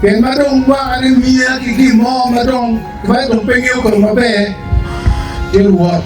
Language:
Acoli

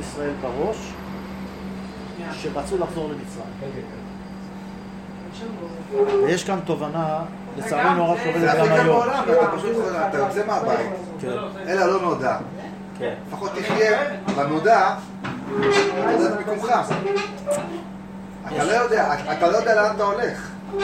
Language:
Hebrew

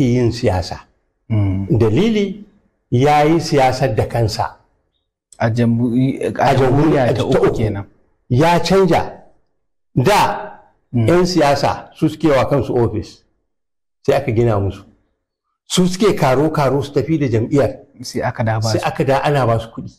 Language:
Hausa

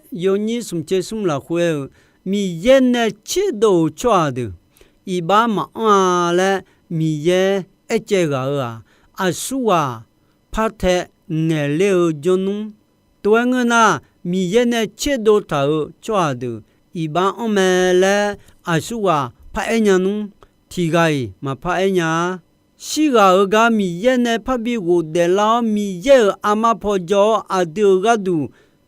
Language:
Akha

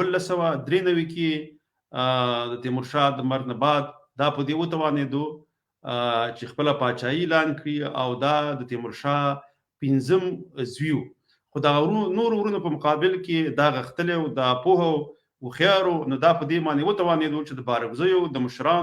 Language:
Pashto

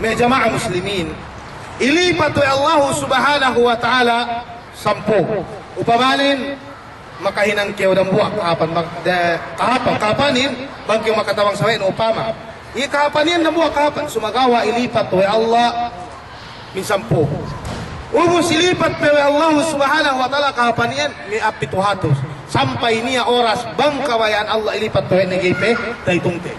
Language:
Yakan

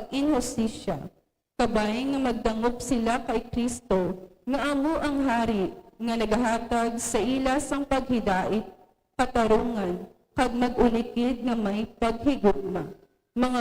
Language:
Hiligaynon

